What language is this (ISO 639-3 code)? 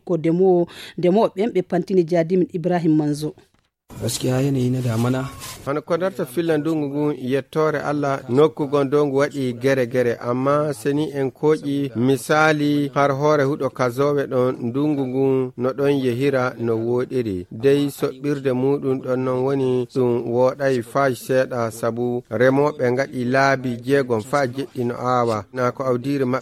fuv